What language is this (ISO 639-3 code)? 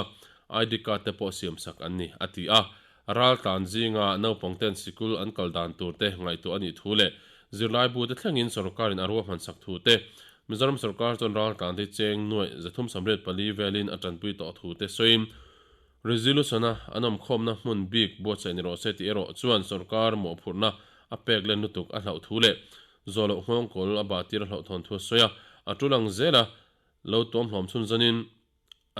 lus